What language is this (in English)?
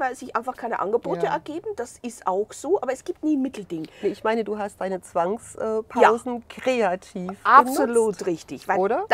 German